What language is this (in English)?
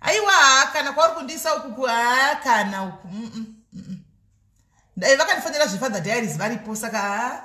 Shona